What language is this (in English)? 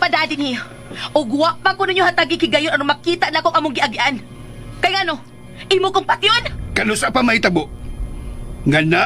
Cebuano